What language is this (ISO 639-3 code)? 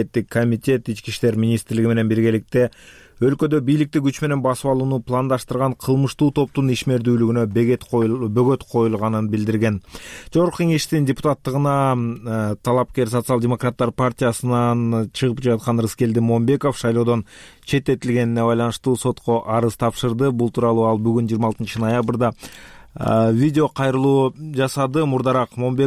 kir